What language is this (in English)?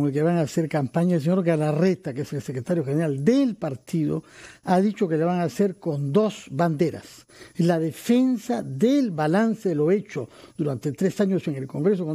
Spanish